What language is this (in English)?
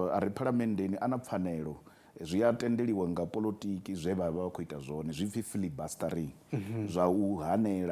Venda